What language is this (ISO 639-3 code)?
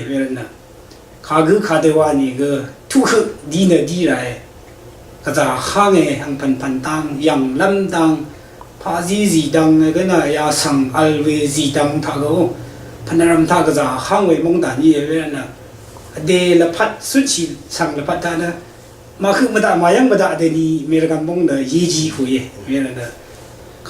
raw